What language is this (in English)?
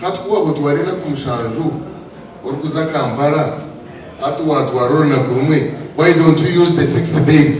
Nyankole